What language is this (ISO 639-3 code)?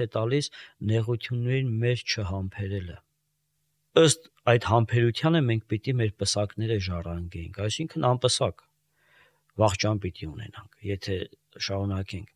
hye